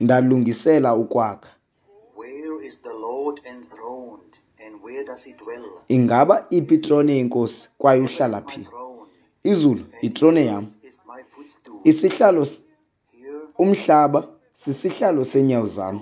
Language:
Xhosa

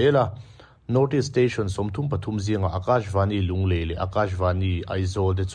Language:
Mizo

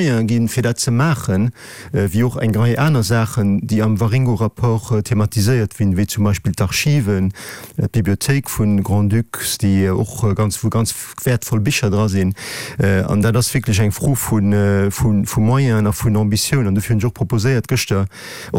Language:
Luxembourgish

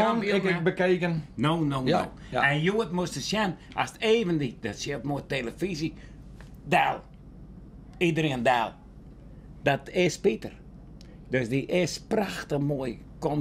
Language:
Western Frisian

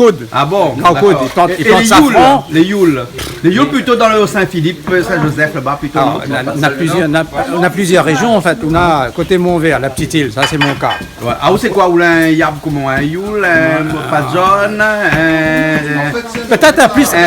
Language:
Réunion Creole French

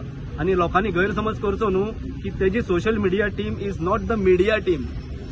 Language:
Konkani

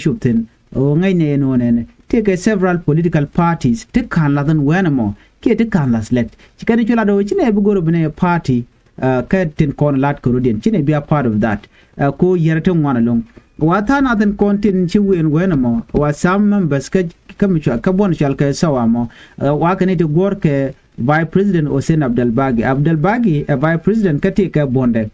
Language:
Nuer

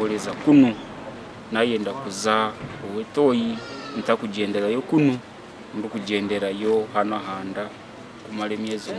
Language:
Nyankole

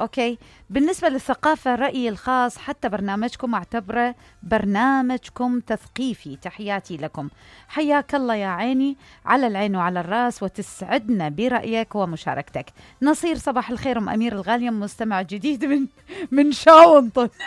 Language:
Mesopotamian Arabic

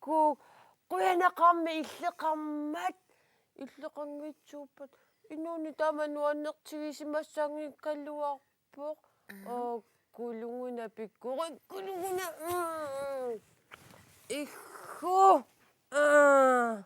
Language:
Kalaallisut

